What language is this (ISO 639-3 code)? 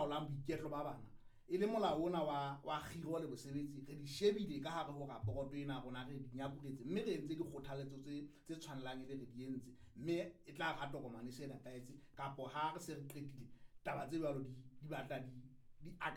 sot